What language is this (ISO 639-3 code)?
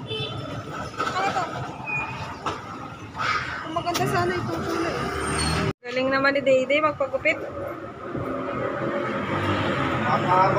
fil